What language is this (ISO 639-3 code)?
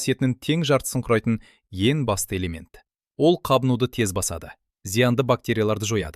kaz